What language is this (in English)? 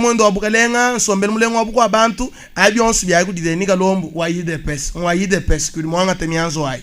Luba-Lulua